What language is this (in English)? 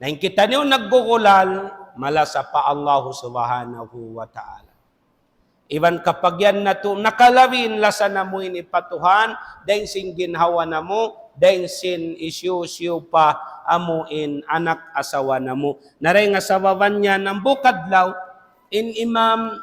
Tausug